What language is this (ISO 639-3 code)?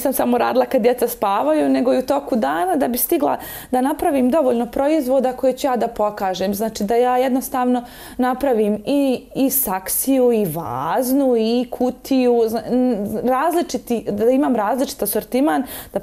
bos